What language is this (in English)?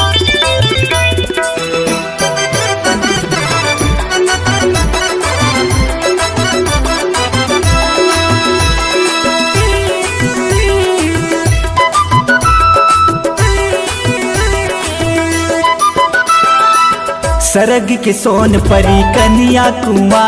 Chhattisgarhi